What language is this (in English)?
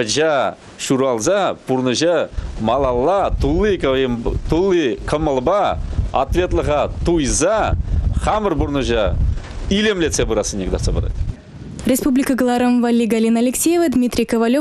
Chuvash